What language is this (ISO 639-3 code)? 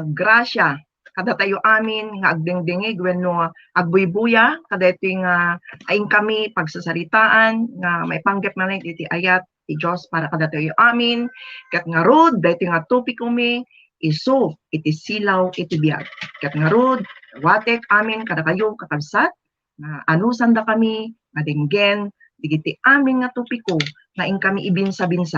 ilo